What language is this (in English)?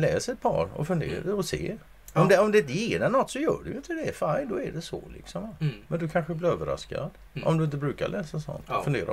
Swedish